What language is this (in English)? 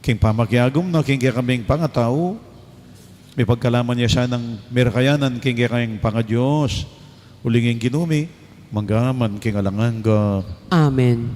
Pampanga